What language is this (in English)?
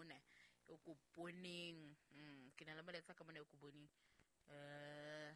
Southern Sotho